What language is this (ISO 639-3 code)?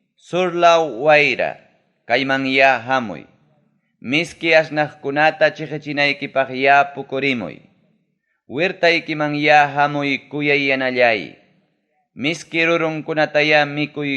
quy